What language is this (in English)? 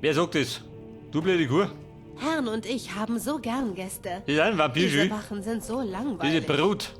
Bavarian